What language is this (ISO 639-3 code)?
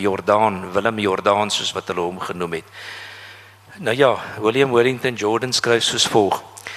afr